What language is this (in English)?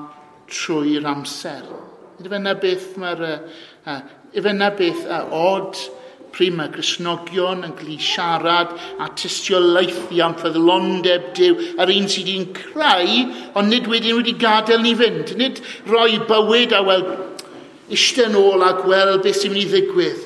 Welsh